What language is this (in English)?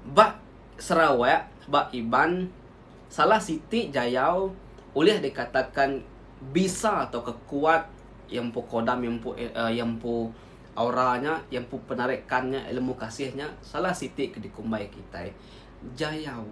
Iban